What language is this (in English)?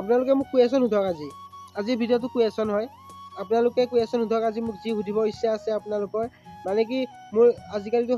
Assamese